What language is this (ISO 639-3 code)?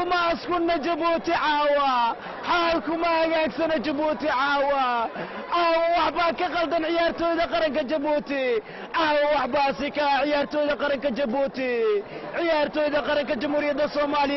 som